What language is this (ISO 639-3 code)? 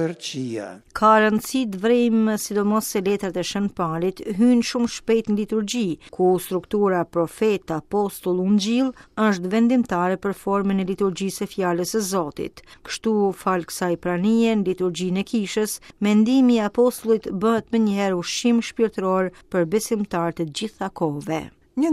sqi